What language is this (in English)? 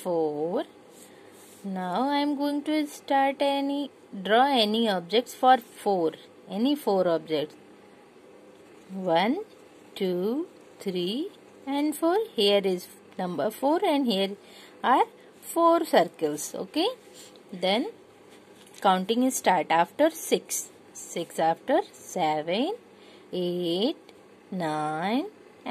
English